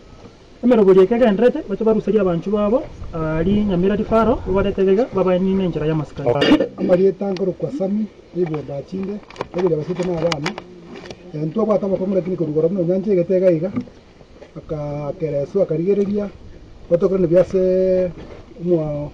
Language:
Gusii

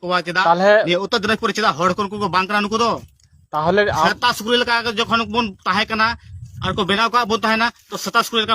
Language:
Santali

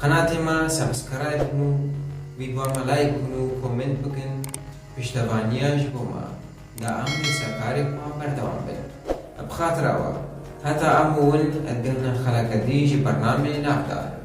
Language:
Kurdish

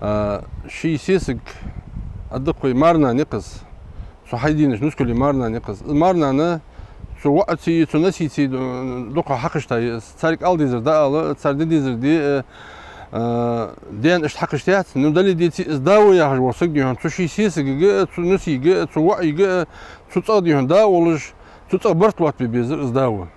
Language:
Ingush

